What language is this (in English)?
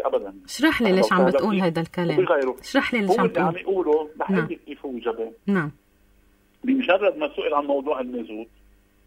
North Levantine Arabic